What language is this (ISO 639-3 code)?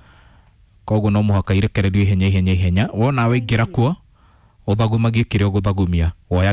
kik